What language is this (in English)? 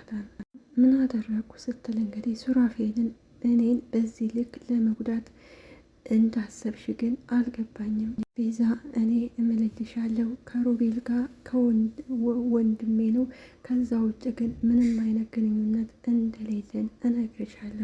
Amharic